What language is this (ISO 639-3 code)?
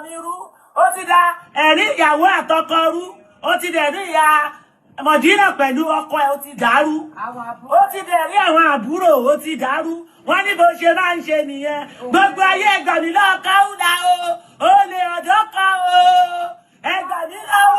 yor